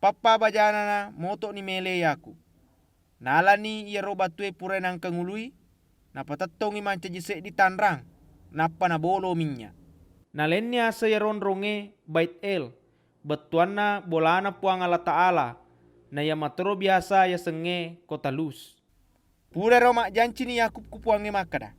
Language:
Buginese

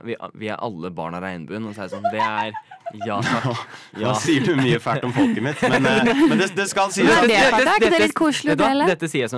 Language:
Norwegian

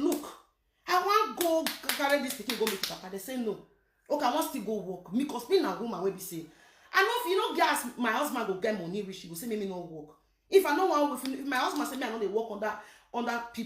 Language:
Nigerian Pidgin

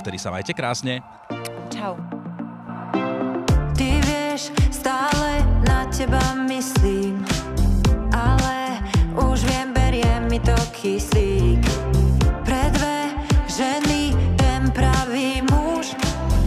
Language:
Slovak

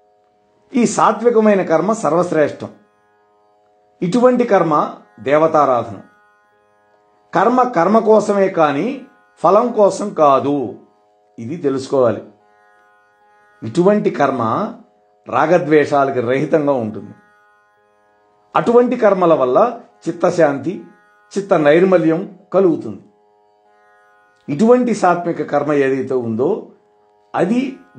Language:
Telugu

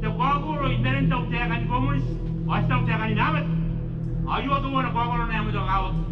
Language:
Gilbertese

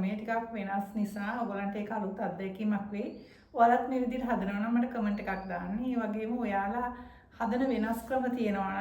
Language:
Sinhala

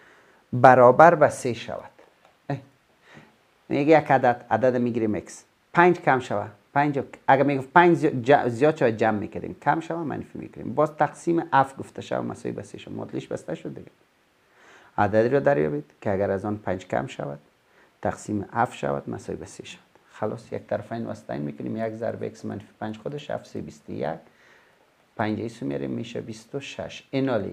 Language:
Persian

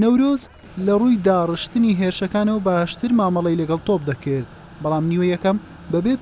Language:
Central Kurdish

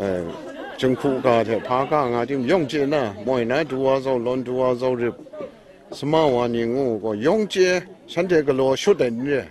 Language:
Kachin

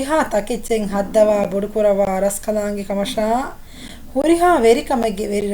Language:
Divehi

